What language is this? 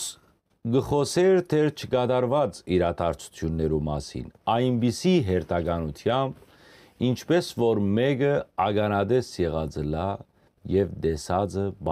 Western Armenian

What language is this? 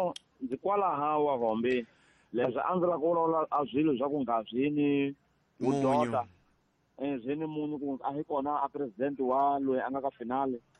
Tsonga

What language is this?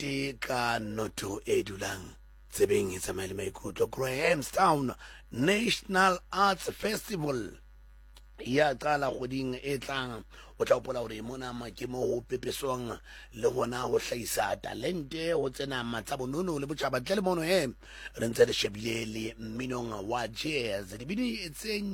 Southern Sotho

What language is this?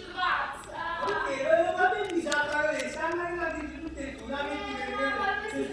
Neapolitan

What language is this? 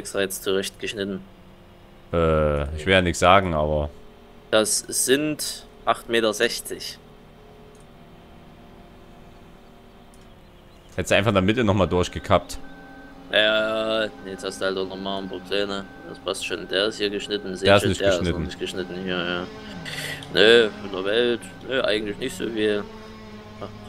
German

